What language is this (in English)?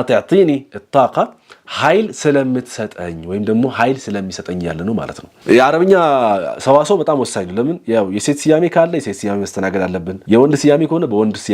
Amharic